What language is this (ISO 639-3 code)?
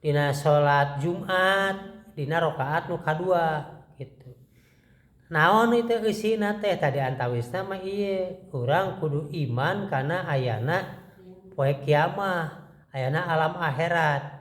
sun